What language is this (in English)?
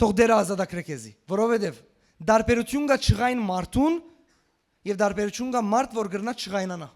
Western Armenian